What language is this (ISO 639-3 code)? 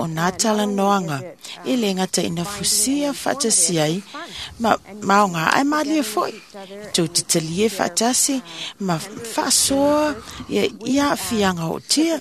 smo